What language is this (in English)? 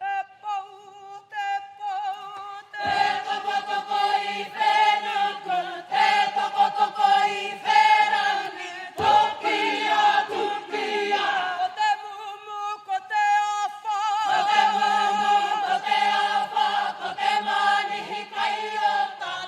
Māori